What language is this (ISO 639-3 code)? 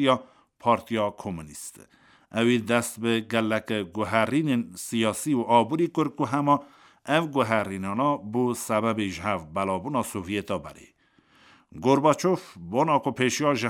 kur